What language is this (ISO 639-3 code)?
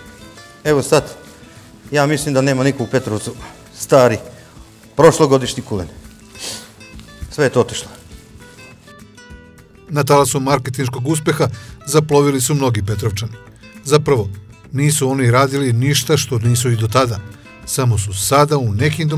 srp